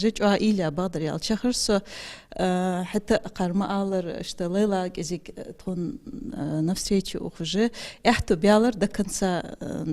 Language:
Ingush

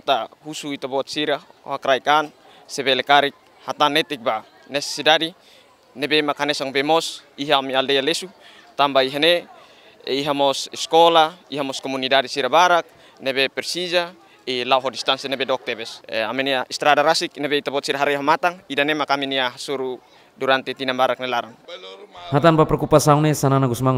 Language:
Tetum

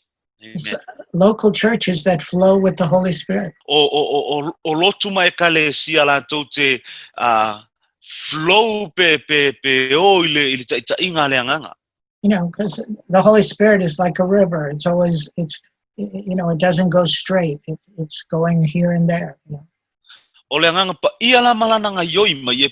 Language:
Samoan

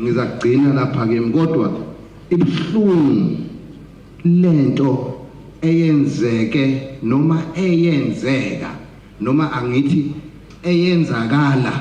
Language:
Zulu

